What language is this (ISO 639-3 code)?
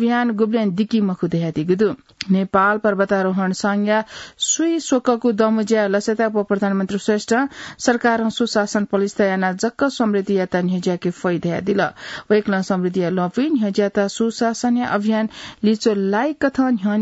new